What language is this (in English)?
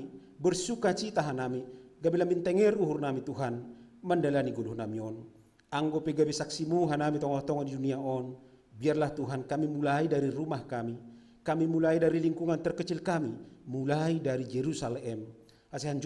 Batak Simalungun